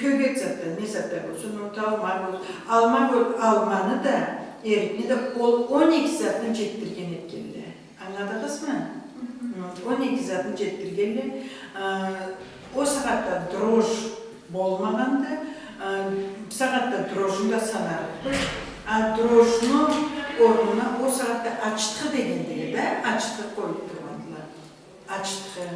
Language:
Karachay-Balkar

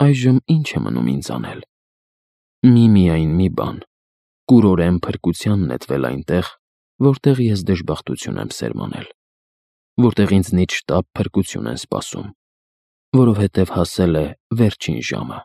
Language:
Armenian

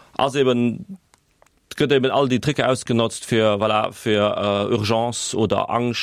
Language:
Luxembourgish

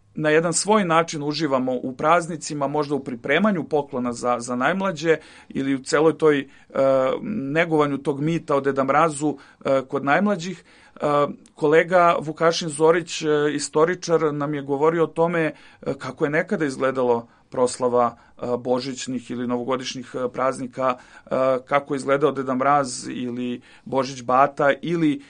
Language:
Serbian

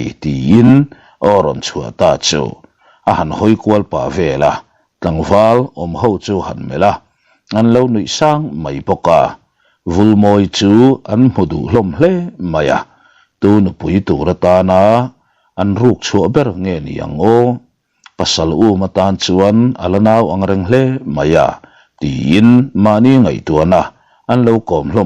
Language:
Mizo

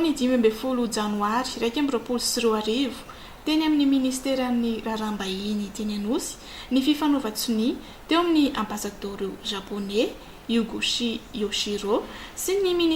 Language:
Malagasy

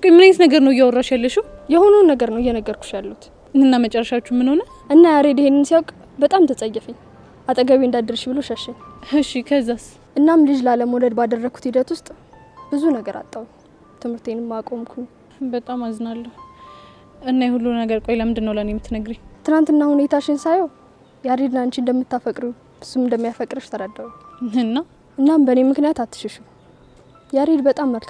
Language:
Amharic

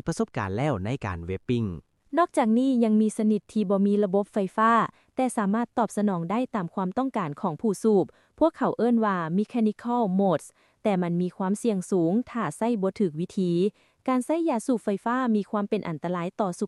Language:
Lao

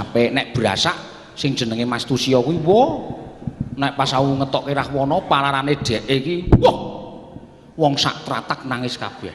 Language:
Javanese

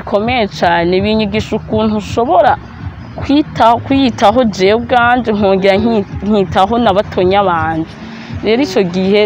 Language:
Rundi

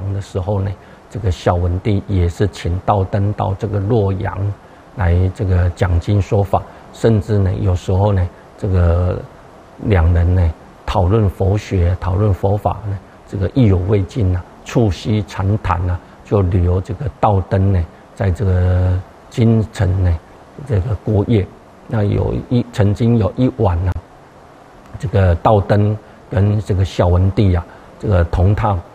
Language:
Chinese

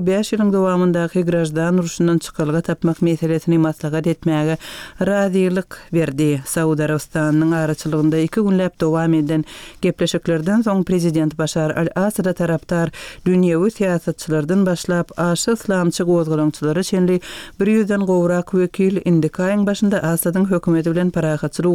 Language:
Turkmen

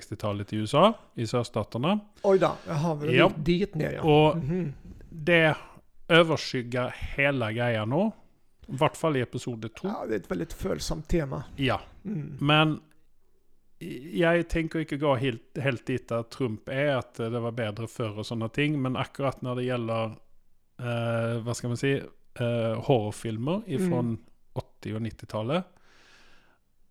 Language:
Norwegian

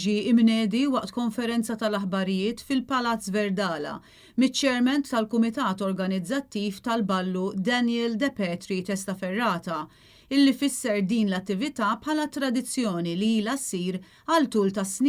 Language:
Maltese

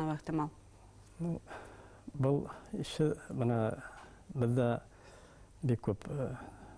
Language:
Bashkir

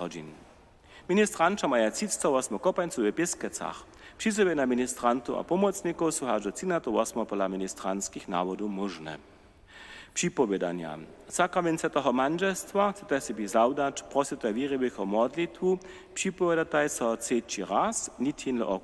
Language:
Upper Sorbian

